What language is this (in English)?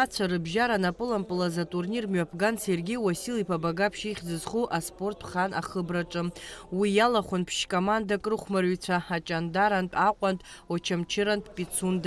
Abkhazian